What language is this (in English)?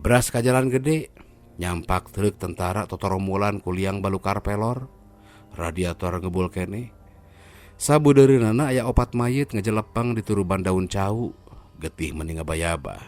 Sundanese